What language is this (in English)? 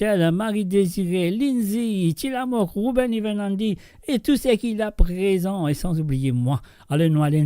Morisyen